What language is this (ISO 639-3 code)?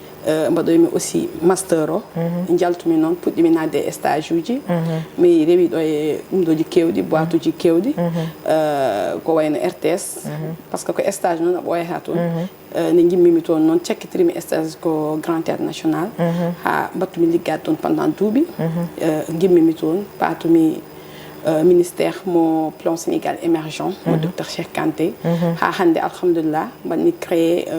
ful